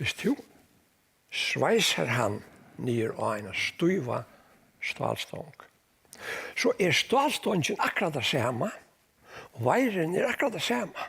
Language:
Faroese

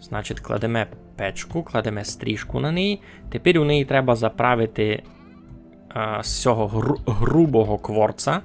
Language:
Rusyn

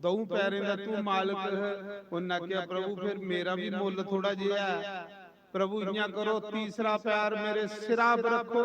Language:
Dogri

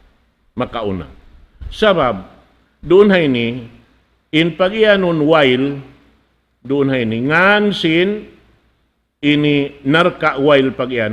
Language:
Tausug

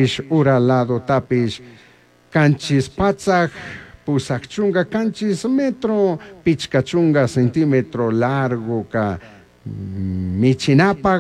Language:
Chimborazo Highland Quichua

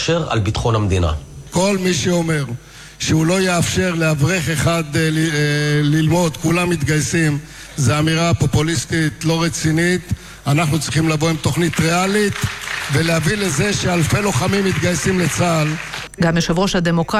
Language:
Hebrew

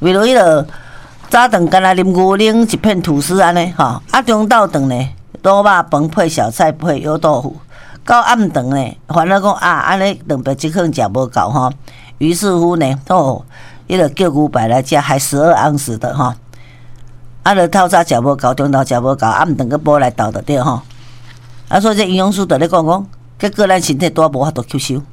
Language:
Min Nan Chinese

